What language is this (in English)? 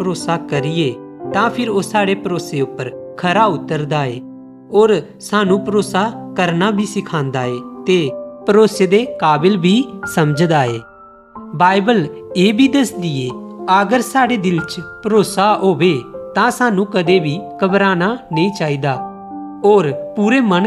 Dogri